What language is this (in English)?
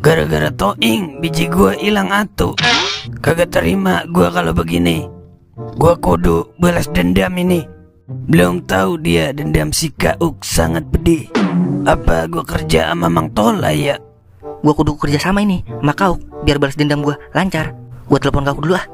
Betawi